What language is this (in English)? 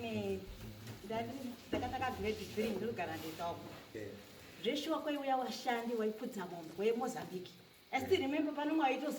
Shona